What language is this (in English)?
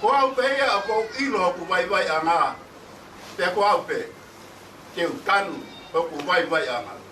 Tongan